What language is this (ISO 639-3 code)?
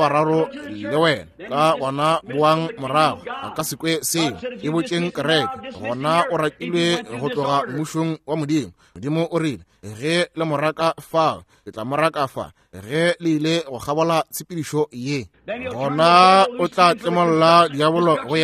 nso